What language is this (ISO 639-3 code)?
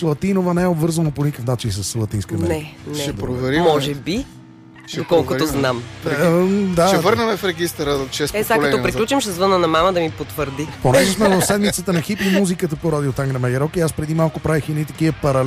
bul